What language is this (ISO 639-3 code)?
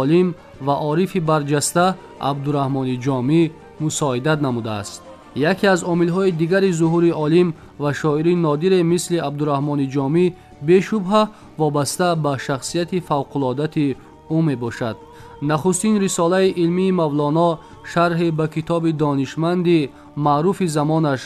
tgk